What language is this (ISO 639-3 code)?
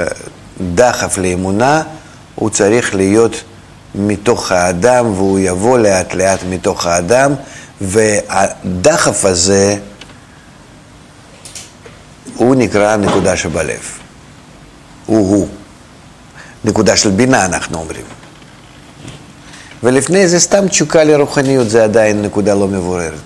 heb